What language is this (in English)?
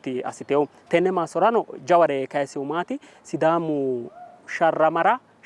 Sidamo